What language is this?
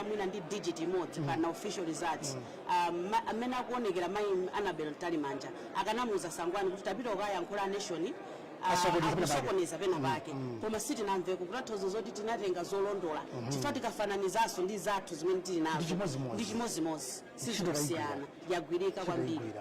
Nyanja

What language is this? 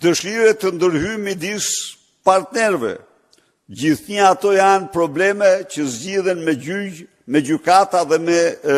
Albanian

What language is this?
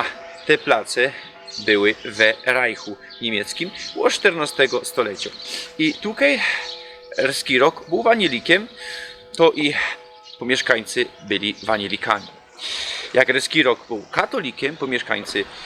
Silesian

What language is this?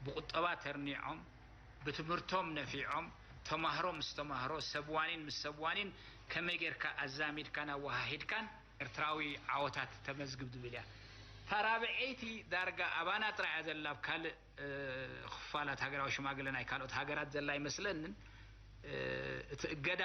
Tigrinya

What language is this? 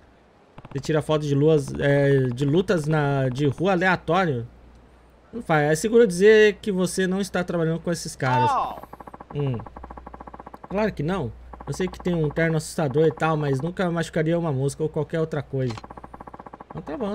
Portuguese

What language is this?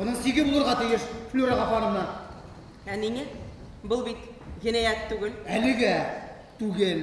Bashkir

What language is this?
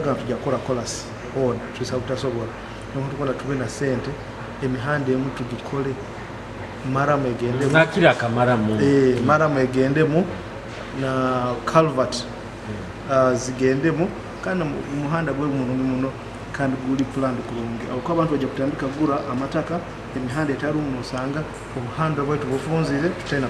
Nyoro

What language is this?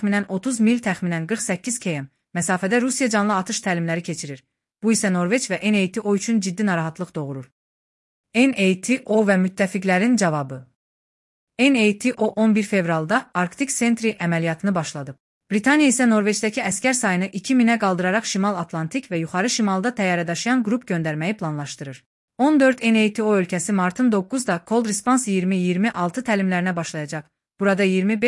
Azerbaijani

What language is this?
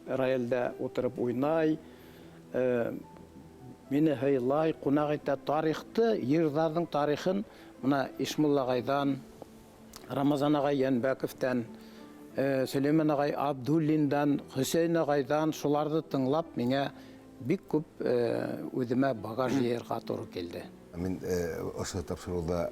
Bashkir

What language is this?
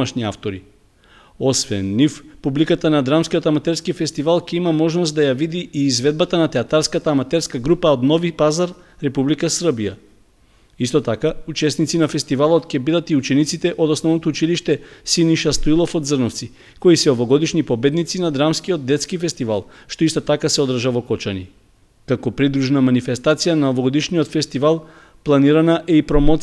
Macedonian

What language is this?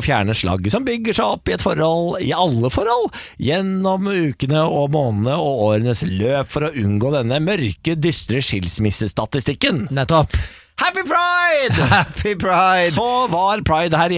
Norwegian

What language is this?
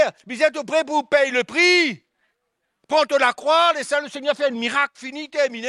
Morisyen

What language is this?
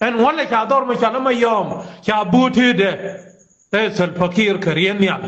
Nuer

